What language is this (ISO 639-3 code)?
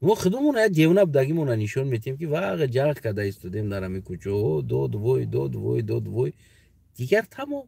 tgk